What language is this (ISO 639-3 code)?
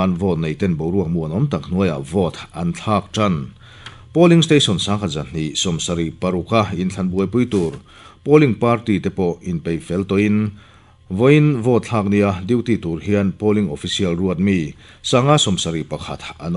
lus